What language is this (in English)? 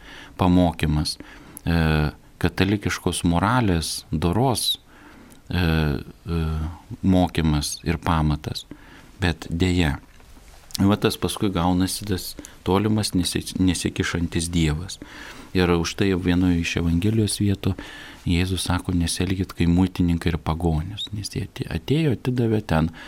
Lithuanian